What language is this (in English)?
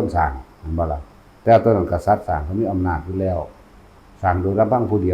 Northeastern Thai